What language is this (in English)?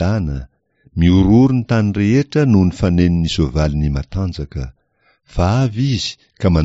Malagasy